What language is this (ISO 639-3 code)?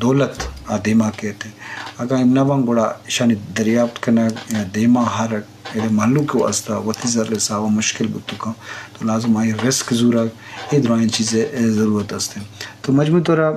bgp